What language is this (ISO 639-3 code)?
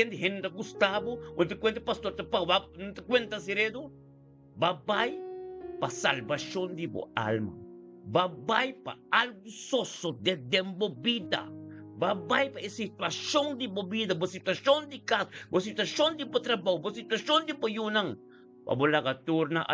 pap